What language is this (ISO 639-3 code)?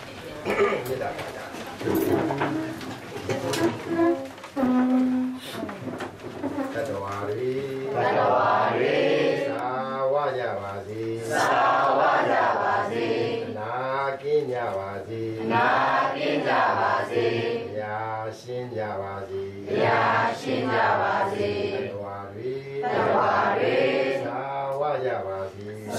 mya